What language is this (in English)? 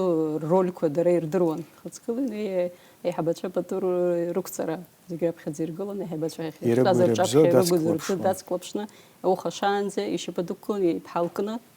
Abkhazian